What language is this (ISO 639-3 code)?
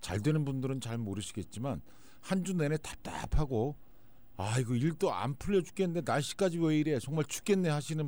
kor